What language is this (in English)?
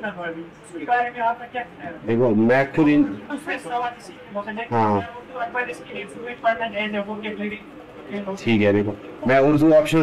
Hindi